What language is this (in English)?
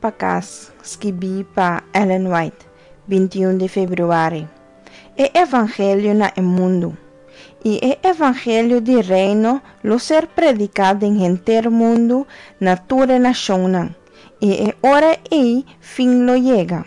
Papiamento